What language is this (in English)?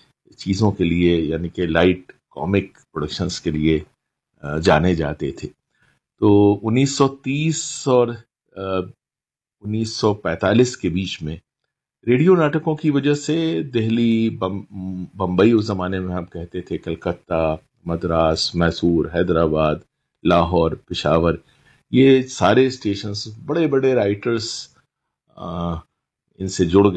Hindi